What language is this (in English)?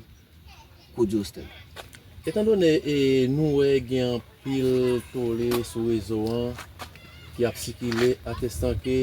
Haitian Creole